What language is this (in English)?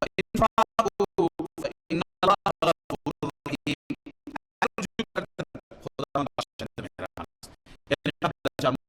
Persian